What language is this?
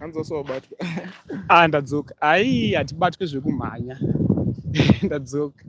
Shona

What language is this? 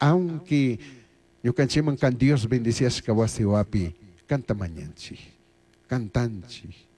Chimborazo Highland Quichua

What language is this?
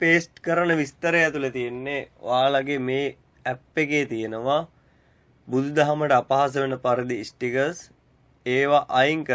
Sinhala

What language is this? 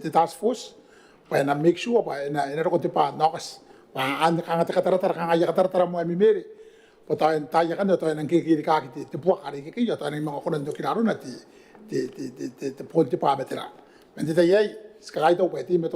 Gilbertese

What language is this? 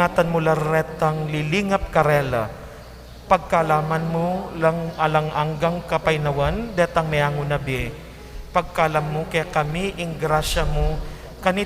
Pampanga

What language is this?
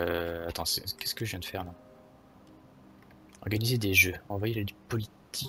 French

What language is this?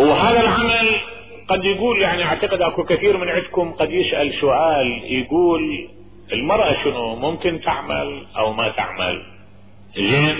Mesopotamian Arabic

